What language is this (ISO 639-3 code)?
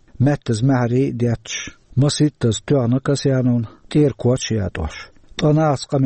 che